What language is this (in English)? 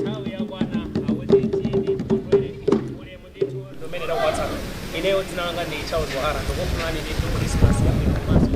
Nyanja